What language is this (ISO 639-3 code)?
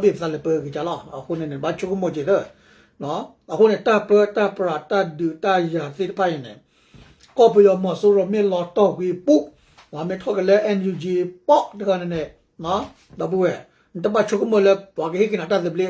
ksw